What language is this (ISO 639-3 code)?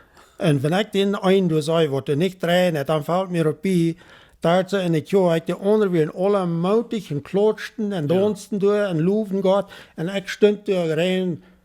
pdt